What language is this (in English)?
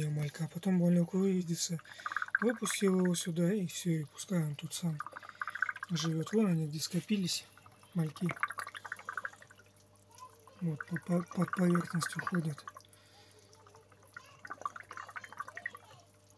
Russian